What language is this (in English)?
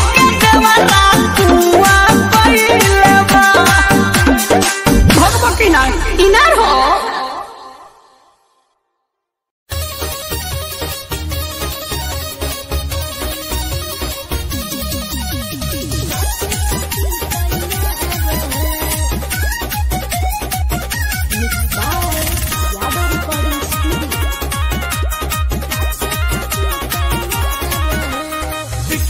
Bhojpuri